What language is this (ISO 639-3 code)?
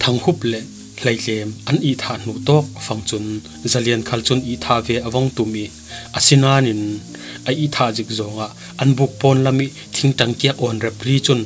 cfm